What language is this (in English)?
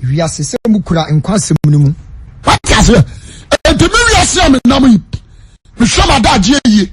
Akan